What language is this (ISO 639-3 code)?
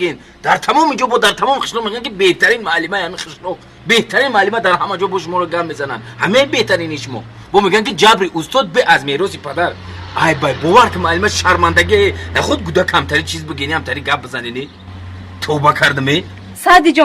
tgk